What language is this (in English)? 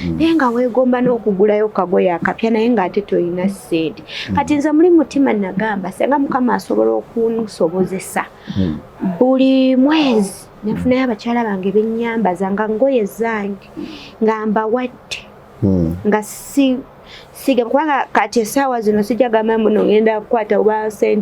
Ganda